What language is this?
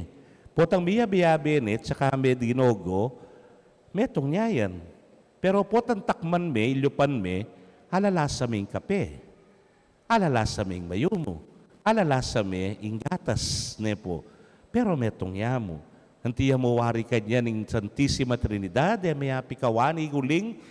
Pampanga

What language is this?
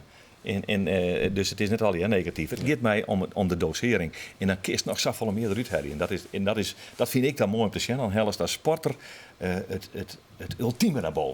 Western Frisian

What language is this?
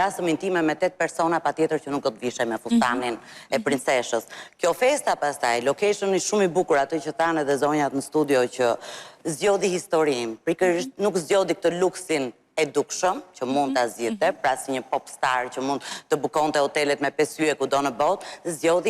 Albanian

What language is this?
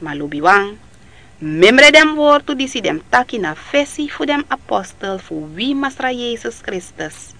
Sranan Tongo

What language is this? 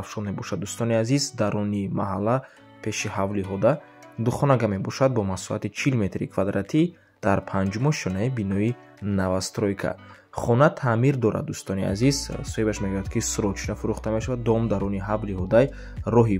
Tajik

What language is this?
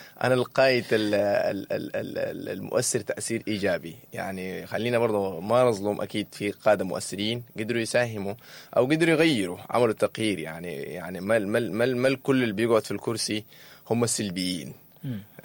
Sudanese Arabic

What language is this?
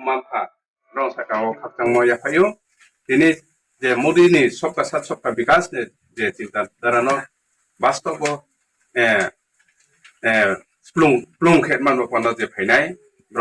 Riang (India)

